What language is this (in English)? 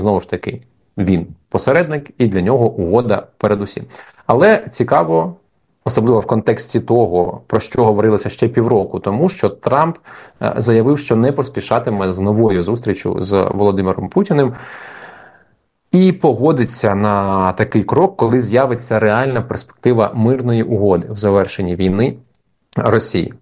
Ukrainian